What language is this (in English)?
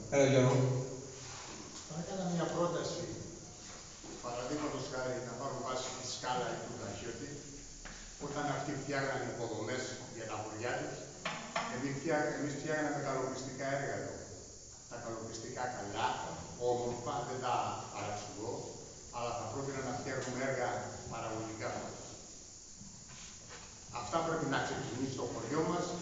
Greek